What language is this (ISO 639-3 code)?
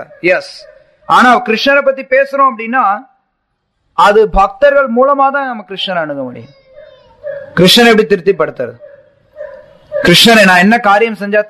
tam